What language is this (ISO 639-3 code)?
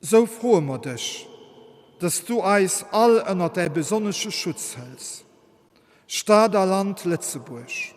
ltz